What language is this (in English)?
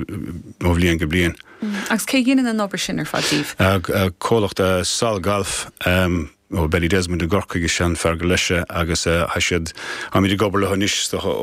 Irish